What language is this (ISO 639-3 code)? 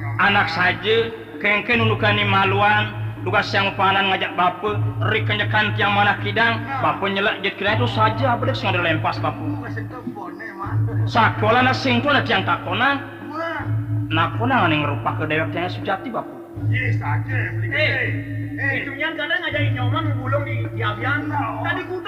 ban